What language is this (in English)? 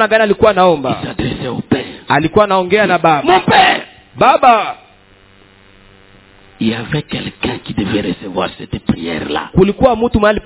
Swahili